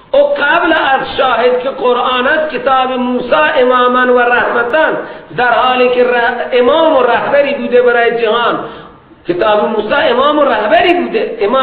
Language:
Persian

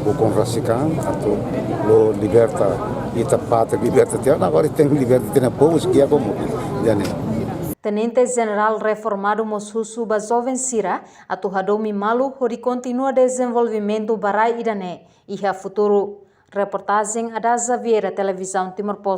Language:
Tetum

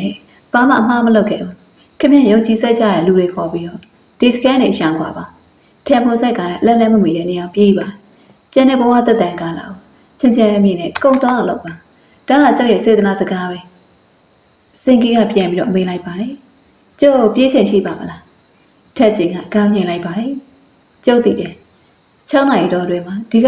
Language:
Burmese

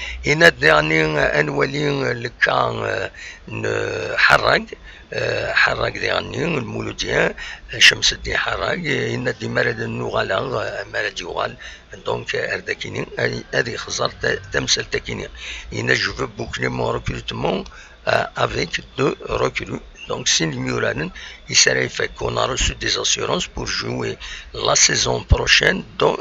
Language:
Kabyle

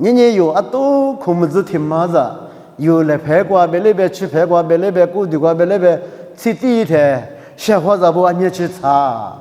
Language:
Lisu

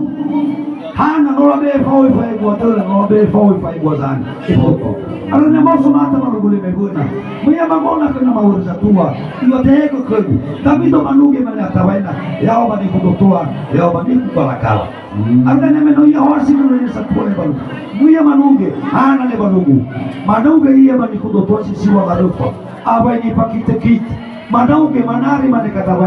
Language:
Nias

